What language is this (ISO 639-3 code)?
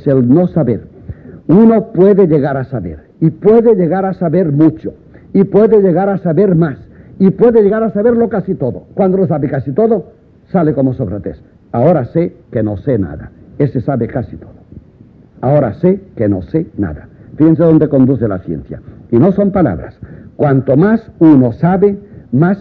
spa